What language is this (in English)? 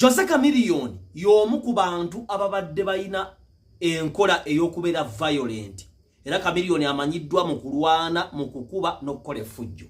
Ganda